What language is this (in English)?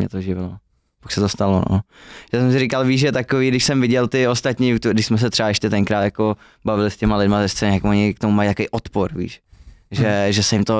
Czech